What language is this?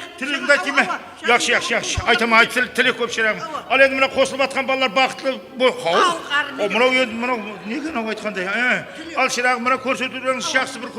Kara-Kalpak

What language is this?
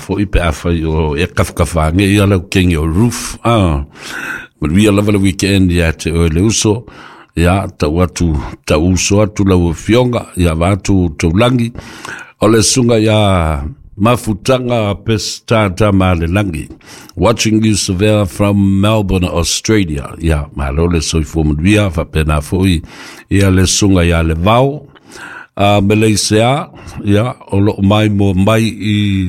Samoan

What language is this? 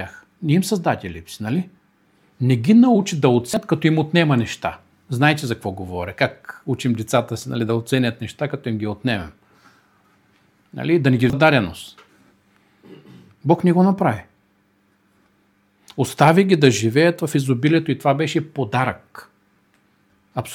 Bulgarian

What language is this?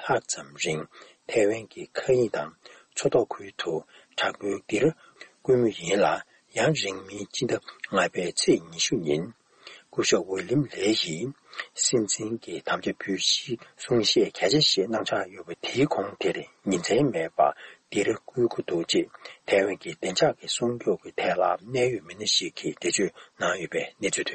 Tibetan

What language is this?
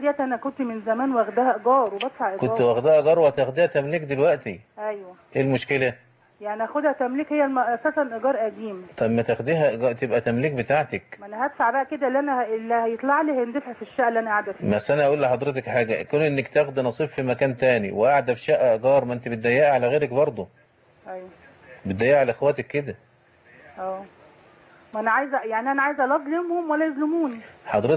Egyptian Arabic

